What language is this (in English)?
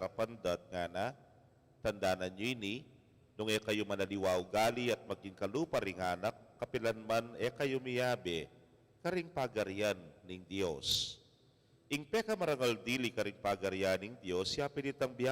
Pampanga